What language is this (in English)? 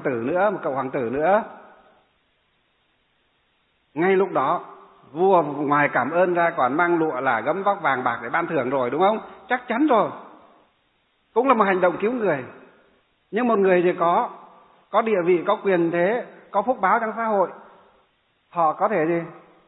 Vietnamese